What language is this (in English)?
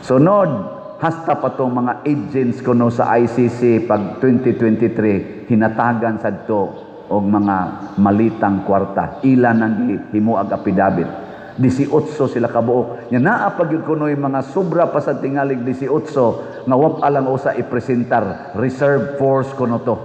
Cebuano